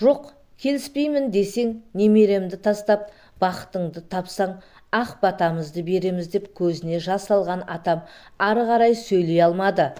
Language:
Kazakh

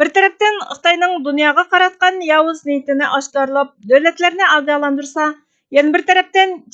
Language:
Uyghur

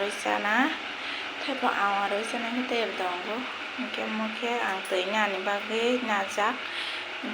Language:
Kok Borok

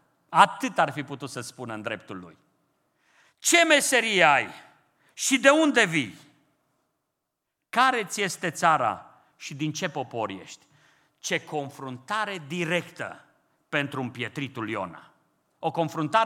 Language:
Romanian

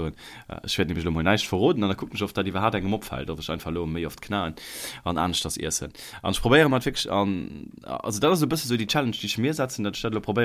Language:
Luxembourgish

